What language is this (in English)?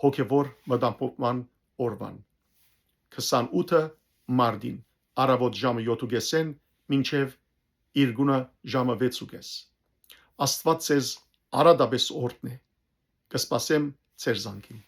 Western Armenian